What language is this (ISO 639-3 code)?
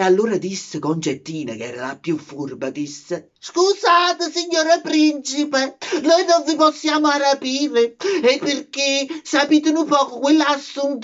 nap